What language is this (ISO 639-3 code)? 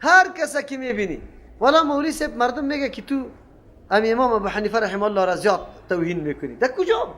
fas